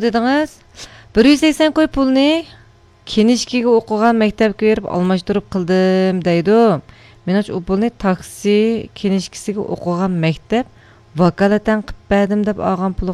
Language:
Uyghur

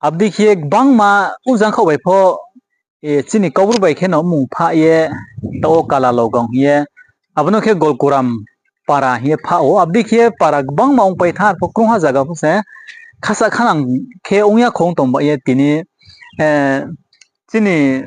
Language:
Riang (India)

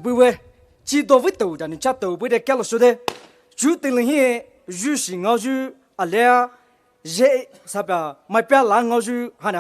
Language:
Poumei Naga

